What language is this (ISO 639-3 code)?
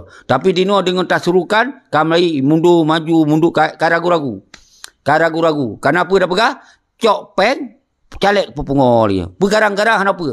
ace